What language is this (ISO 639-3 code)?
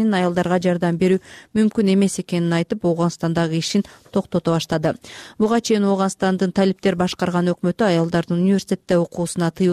kir